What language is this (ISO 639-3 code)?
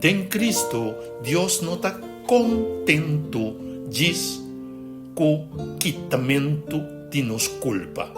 pap